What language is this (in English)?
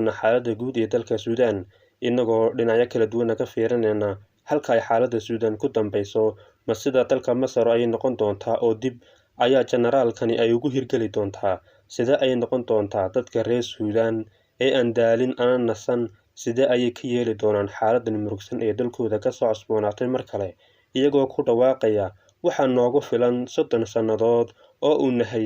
Somali